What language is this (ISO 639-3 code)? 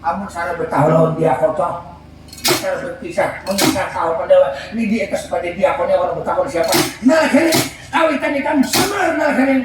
bjn